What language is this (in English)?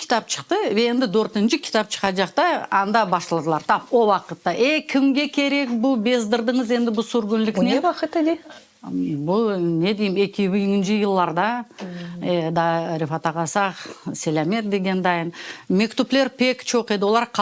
Crimean Tatar